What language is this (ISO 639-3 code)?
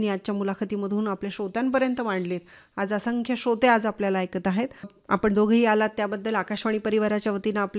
mar